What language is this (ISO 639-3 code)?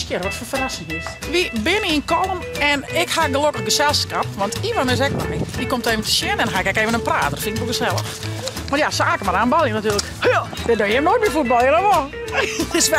fry